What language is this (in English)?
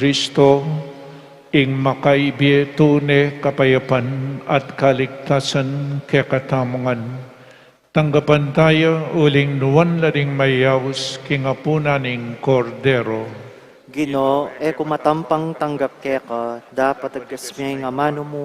Pampanga